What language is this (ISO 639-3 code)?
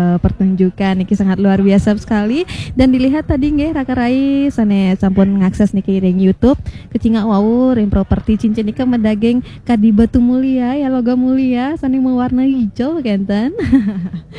ban